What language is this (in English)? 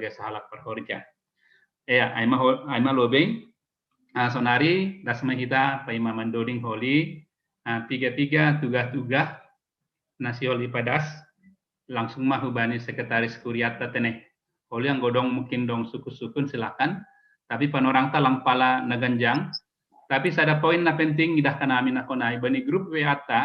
Batak Simalungun